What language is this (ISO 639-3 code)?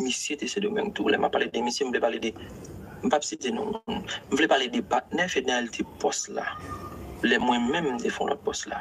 hat